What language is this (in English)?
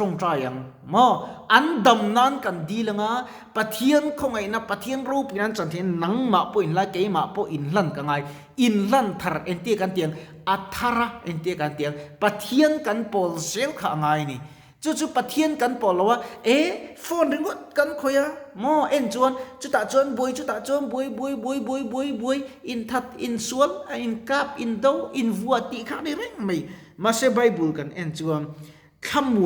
Mizo